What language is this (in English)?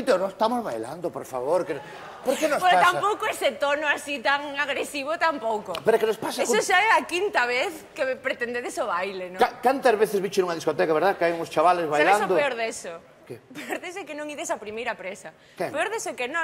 Galician